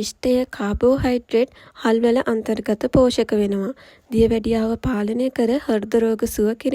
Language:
Sinhala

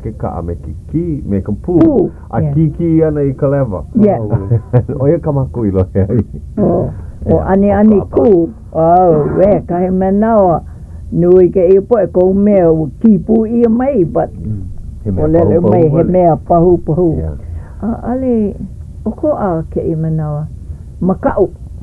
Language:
Hawaiian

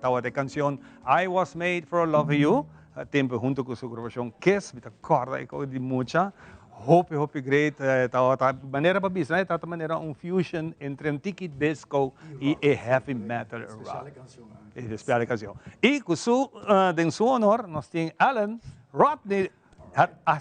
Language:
Papiamento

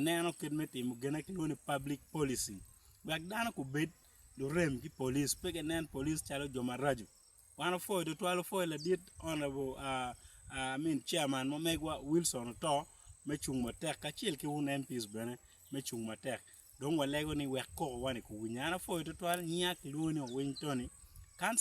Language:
Acoli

